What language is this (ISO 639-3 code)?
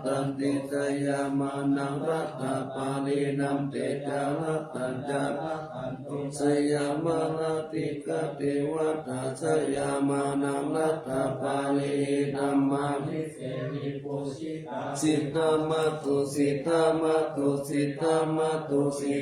pli